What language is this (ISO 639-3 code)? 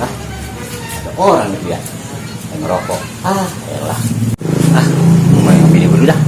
bew